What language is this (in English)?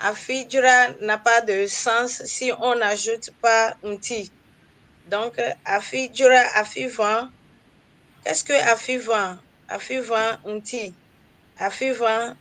Ewe